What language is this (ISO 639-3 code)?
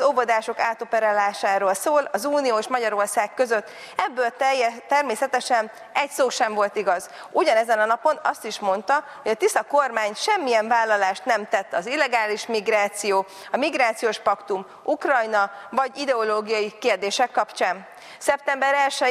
hun